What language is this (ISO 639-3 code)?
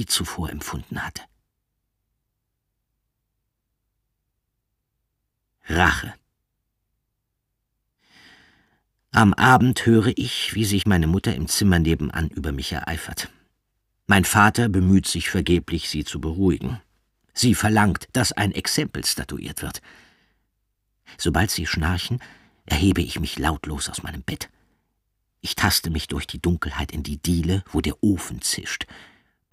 deu